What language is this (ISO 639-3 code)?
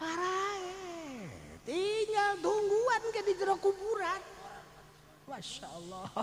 sun